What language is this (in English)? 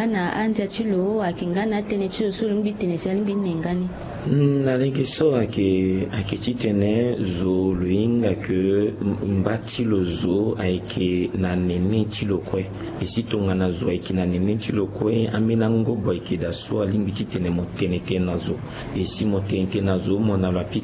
Sango